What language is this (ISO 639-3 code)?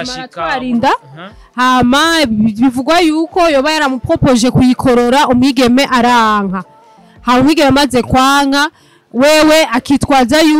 run